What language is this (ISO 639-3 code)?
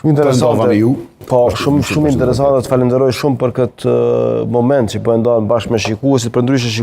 sqi